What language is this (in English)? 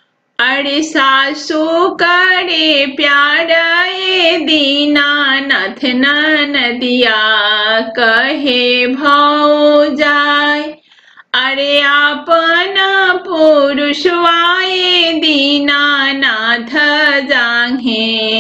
Bhojpuri